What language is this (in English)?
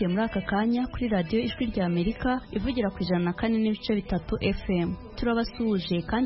Kinyarwanda